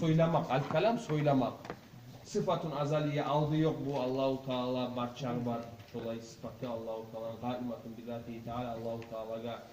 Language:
Kumyk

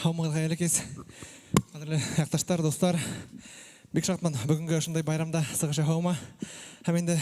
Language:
Bashkir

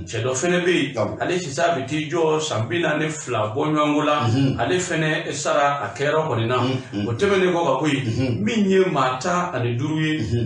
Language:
Bambara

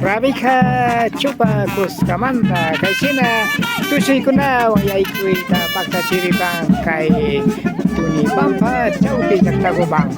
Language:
Imbabura Highland Quichua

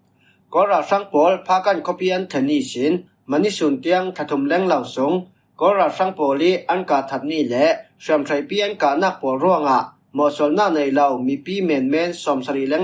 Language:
Falam Chin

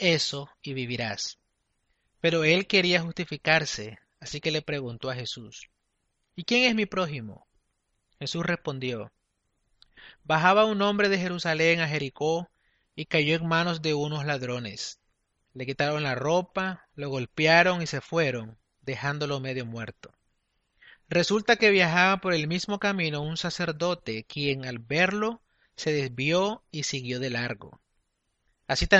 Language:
Spanish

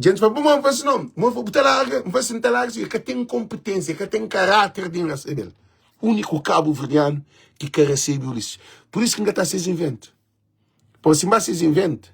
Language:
Kabuverdianu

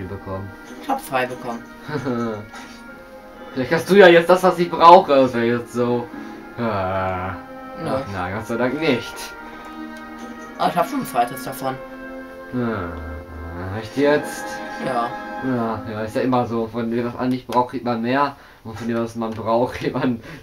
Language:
German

